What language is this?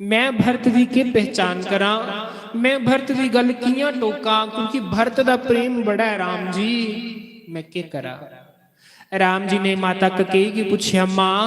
Dogri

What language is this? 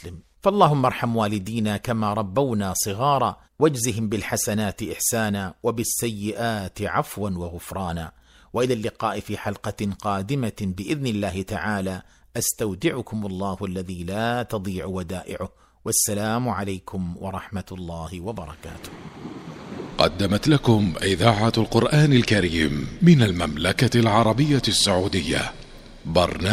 Arabic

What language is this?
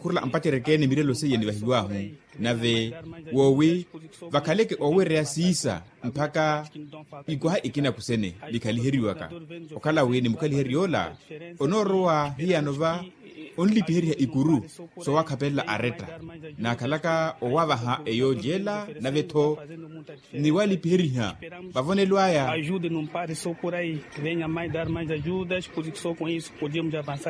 Makhuwa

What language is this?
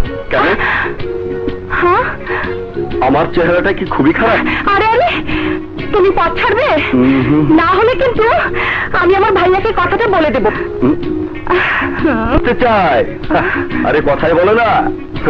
Bangla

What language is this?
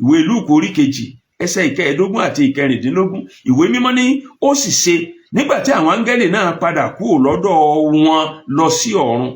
Yoruba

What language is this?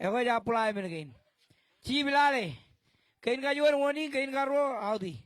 Marshallese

